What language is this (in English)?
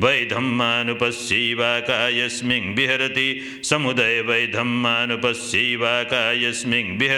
Pali